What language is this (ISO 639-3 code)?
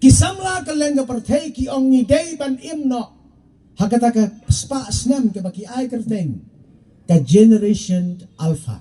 kha